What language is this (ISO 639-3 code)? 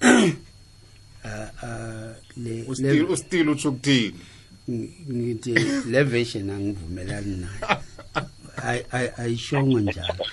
nbl